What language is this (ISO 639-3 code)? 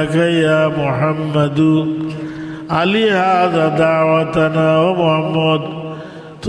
syl